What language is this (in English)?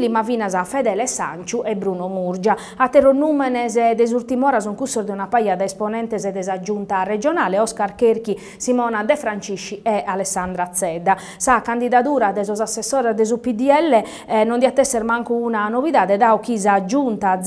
Sardinian